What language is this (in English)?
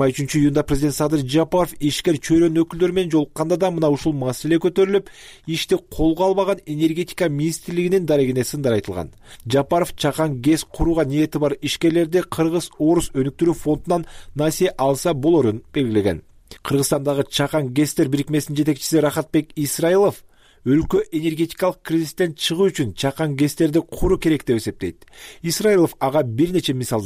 Kyrgyz